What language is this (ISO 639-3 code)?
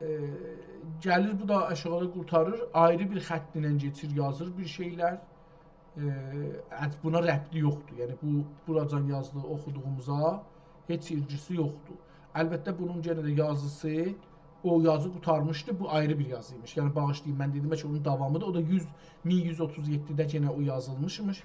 azb